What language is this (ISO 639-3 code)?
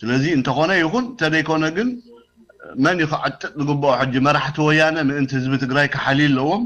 tir